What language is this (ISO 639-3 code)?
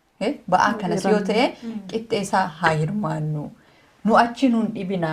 orm